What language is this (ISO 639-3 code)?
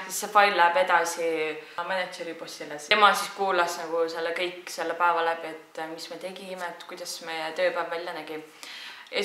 est